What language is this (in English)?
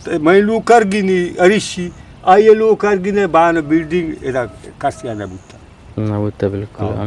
Eastern Balochi